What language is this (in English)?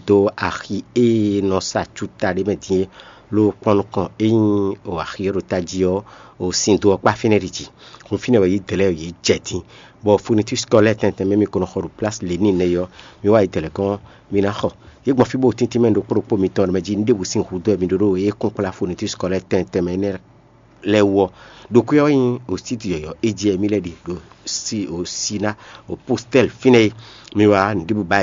Fon